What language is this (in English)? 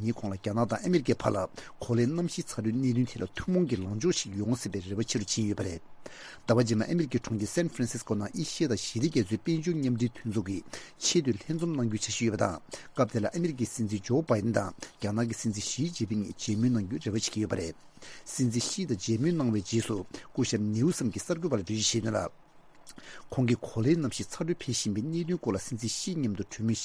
Tibetan